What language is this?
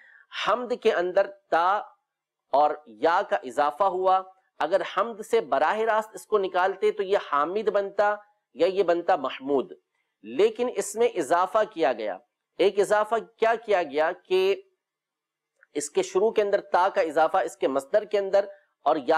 Urdu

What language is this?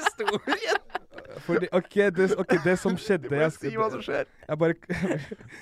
Norwegian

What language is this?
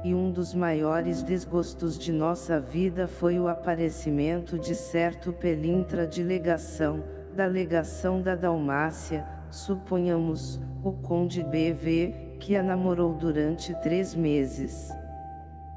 Portuguese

